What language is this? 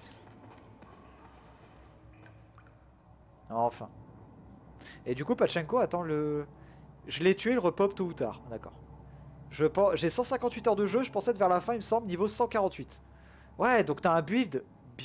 French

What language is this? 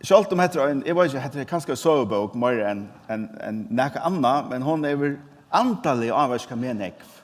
Faroese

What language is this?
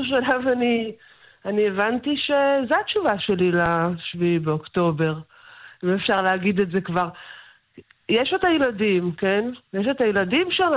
Hebrew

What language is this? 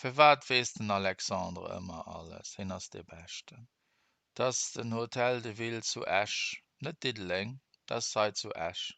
Luxembourgish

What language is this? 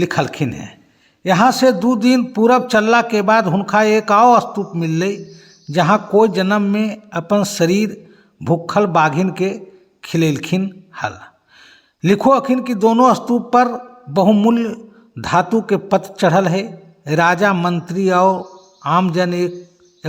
Magahi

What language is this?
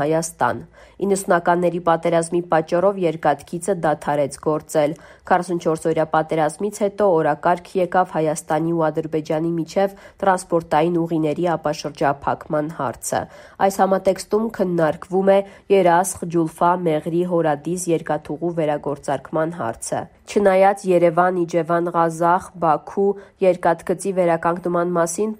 Armenian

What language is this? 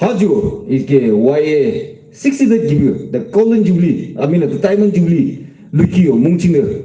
Yimchungru Naga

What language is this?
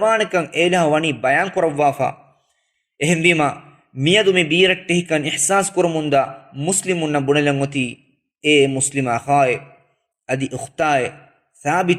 Divehi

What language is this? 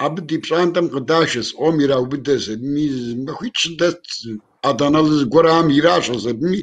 Kabardian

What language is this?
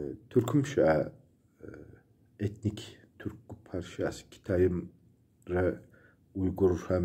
Kabardian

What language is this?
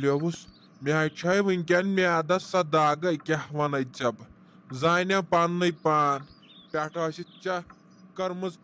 Kashmiri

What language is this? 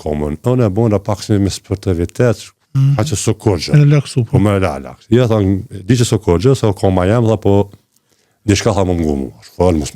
Albanian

